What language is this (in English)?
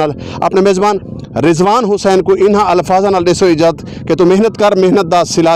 Saraiki